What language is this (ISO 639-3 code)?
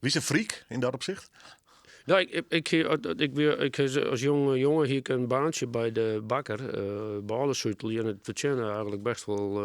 fry